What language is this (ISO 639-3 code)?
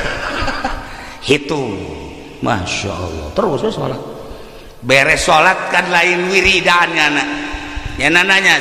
sun